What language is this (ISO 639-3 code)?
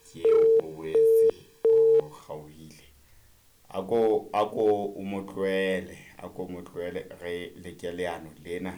sot